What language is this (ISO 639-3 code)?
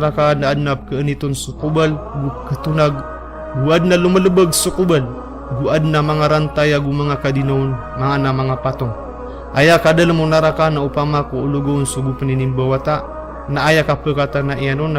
mrw